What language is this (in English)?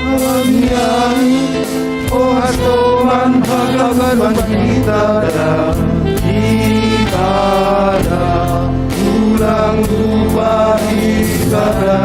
Batak Simalungun